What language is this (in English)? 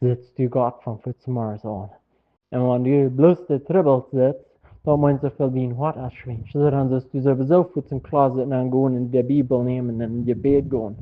Plautdietsch